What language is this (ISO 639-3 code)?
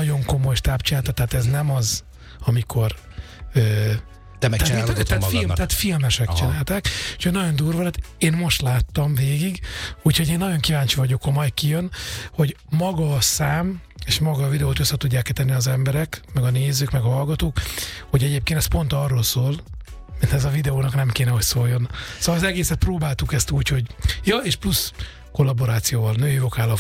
hun